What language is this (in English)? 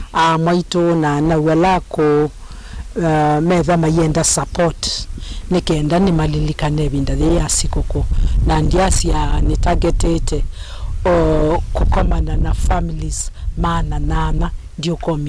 Kamba